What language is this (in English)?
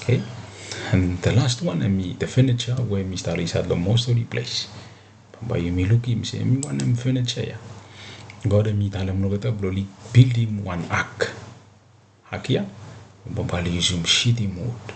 Bislama